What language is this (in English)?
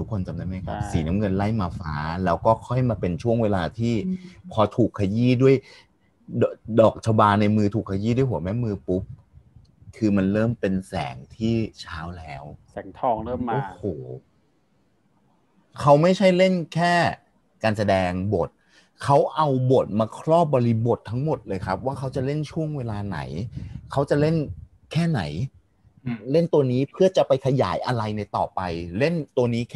Thai